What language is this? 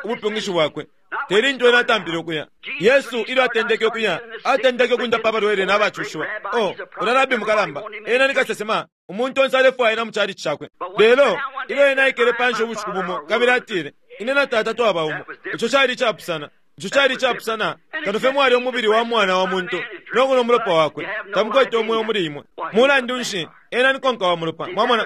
Bemba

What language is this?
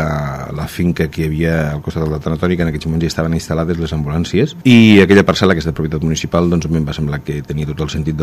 Catalan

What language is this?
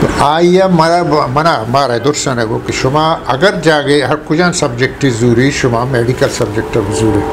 Eastern Balochi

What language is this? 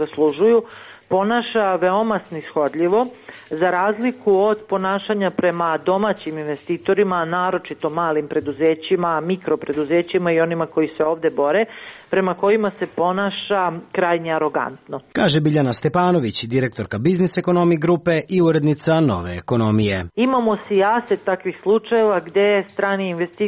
Serbian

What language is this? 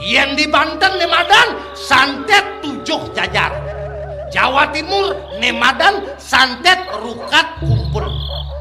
Balinese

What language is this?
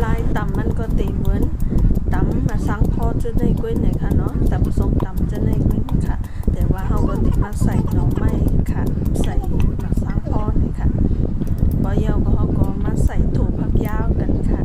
Shan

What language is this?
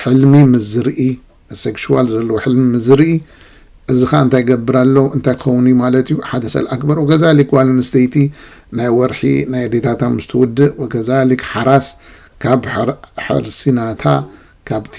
Tigrinya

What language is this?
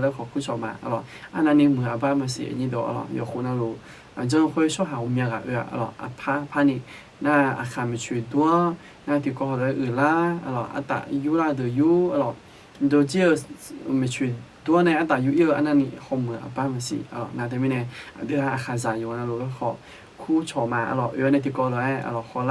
Akha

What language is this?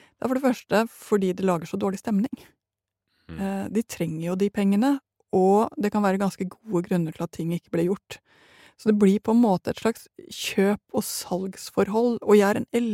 Norwegian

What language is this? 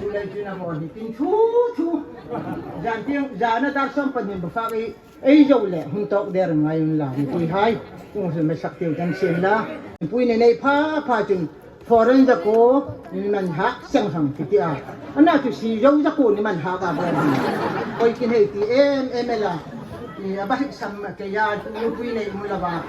Hmar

